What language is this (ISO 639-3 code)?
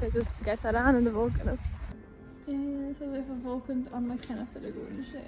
yid